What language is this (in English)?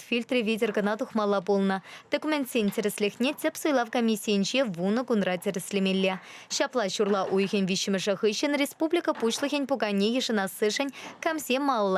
Chuvash